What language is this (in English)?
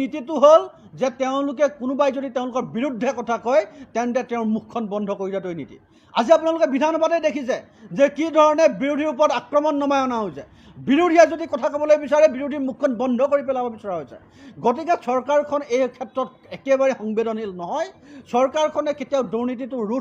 Assamese